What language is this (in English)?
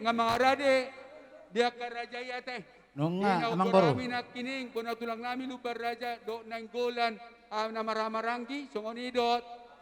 Batak Toba